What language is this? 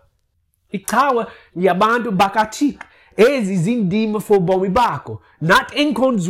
Xhosa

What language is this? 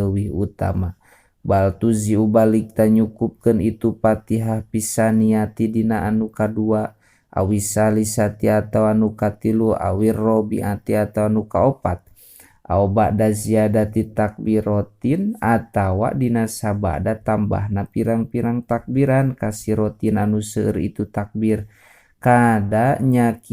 Sundanese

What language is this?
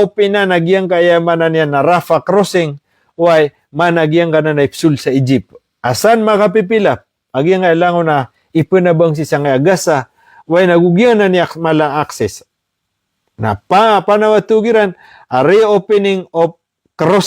Maranao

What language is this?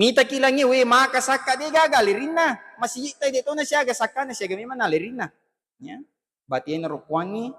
Buginese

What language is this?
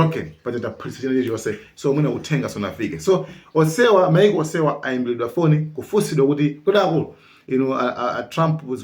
Nyanja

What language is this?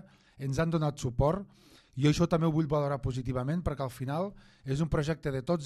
Catalan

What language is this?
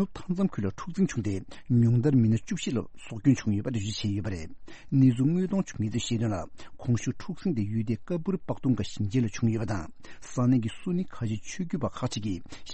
Tibetan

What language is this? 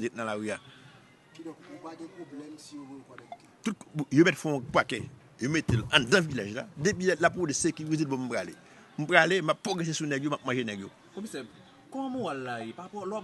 Haitian Creole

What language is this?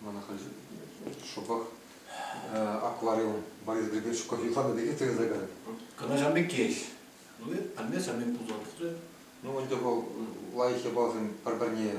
Chuvash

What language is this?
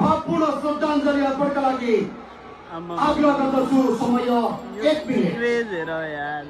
Nepali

